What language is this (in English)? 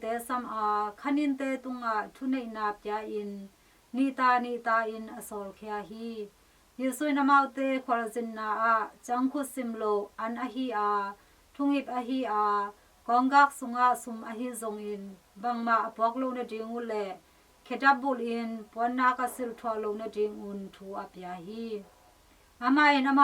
Tedim Chin